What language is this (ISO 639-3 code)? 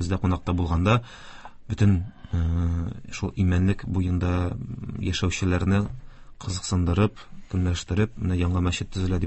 tat